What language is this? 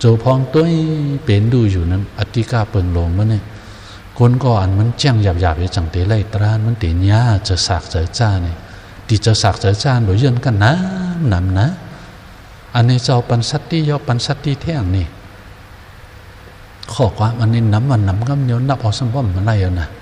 Shan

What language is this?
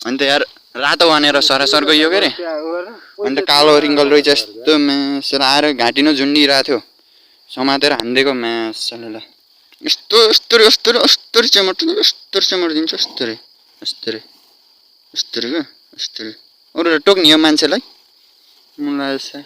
Nepali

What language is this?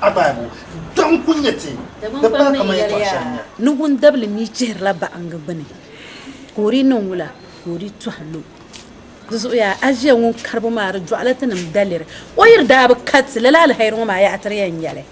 Dagbani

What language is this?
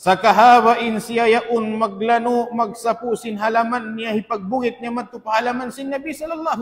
Tausug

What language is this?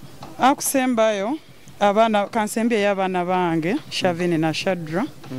Nyoro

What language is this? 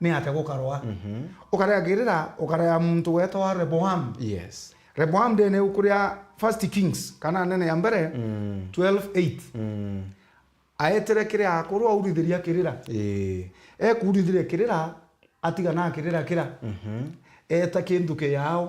Meru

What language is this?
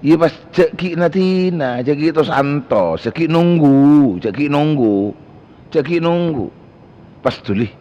Madurese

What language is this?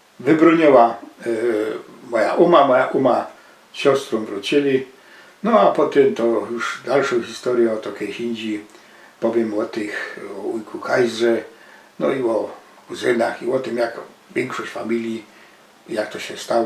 Silesian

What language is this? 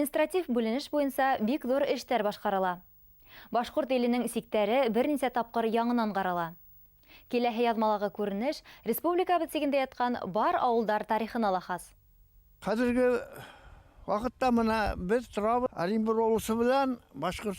Bashkir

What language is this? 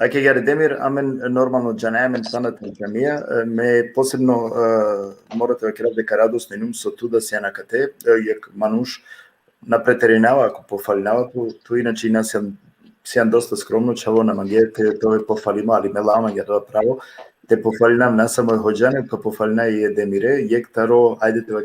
Balkan Romani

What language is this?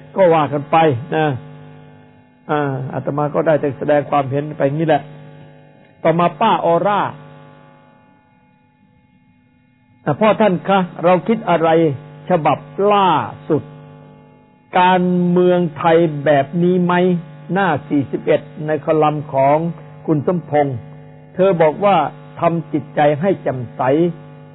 Thai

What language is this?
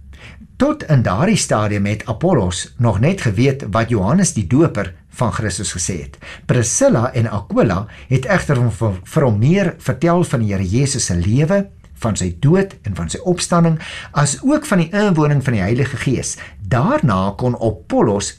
Afrikaans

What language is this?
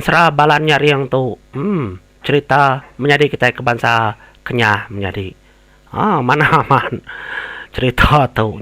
Iban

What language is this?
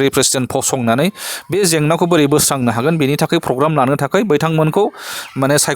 Bodo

